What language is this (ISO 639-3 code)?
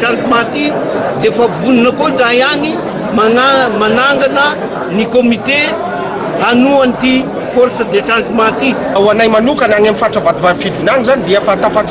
mlg